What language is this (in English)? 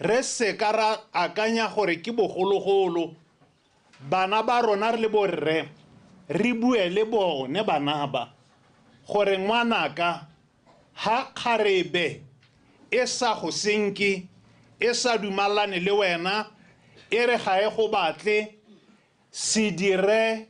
Tswana